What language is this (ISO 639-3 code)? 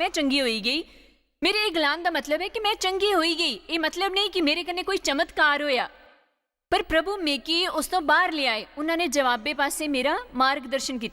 doi